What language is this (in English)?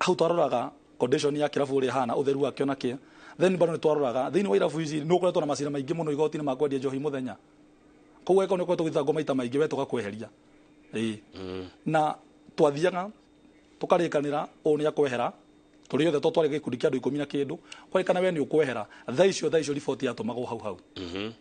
Kikuyu